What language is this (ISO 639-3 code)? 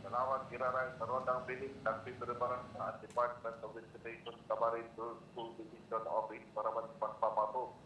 bik